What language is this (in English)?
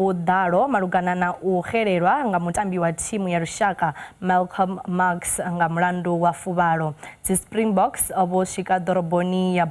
Venda